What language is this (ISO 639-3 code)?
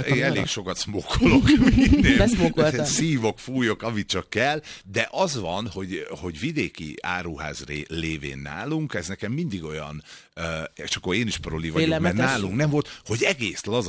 hun